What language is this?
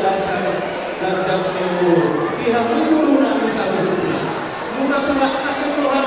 Batak Toba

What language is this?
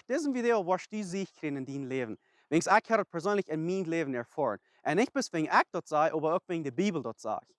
Plautdietsch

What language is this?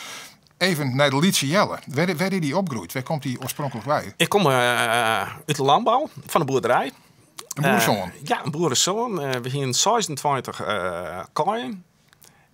Western Frisian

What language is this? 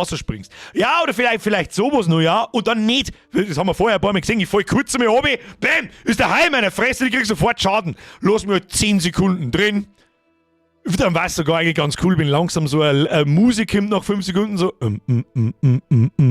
Bavarian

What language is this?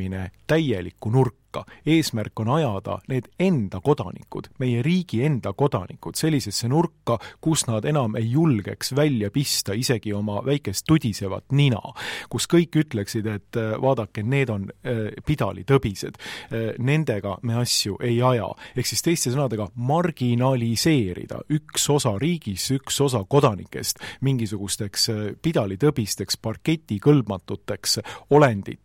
Estonian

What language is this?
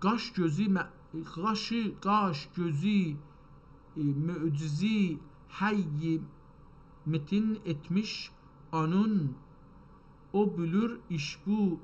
South Azerbaijani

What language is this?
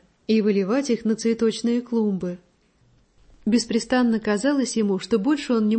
Russian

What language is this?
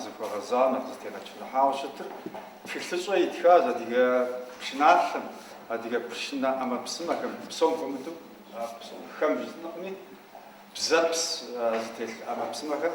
Kabardian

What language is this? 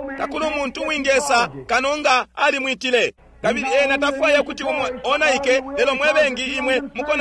Bemba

